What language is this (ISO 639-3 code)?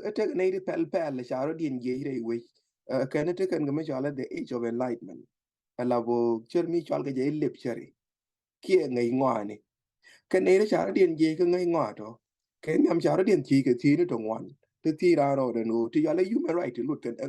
nus